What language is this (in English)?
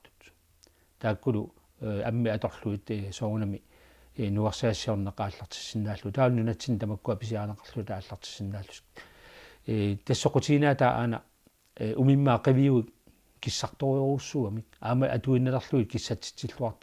Kalaallisut